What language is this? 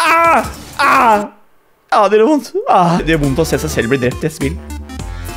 Norwegian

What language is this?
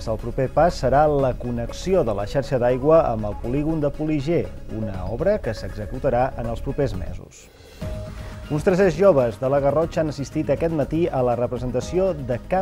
Catalan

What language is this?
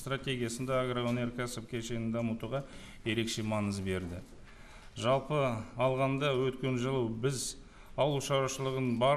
Kazakh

